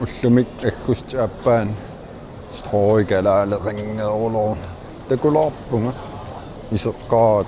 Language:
Kalaallisut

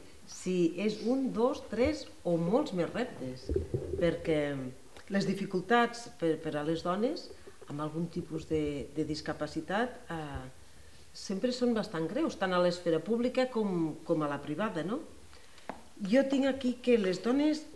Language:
Catalan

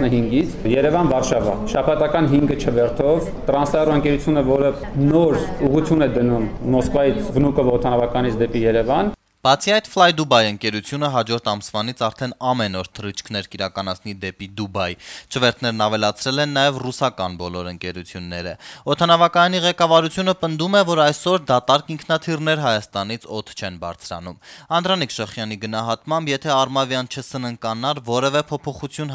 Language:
Armenian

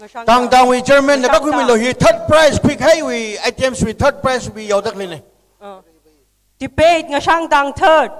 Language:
Tangkhul Naga (India)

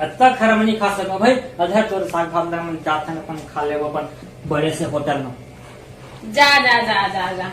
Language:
Chhattisgarhi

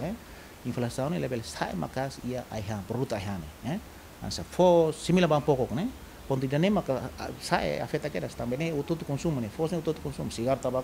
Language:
Tetum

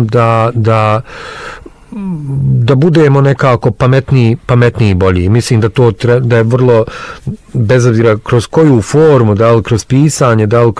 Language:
Bosnian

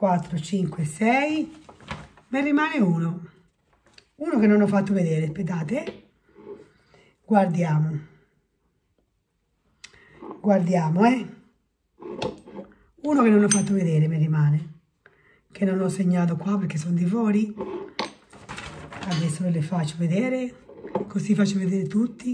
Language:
Italian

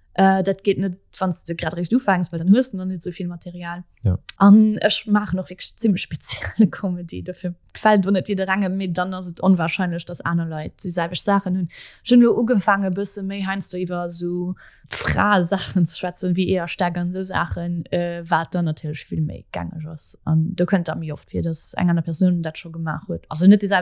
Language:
Luxembourgish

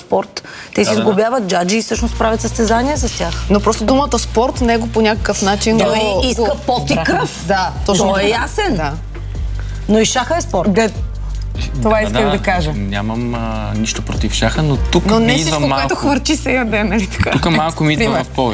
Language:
Bulgarian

